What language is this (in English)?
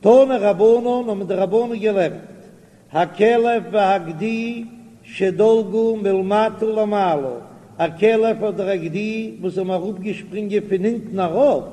Yiddish